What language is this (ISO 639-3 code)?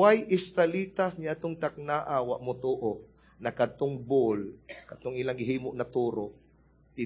ceb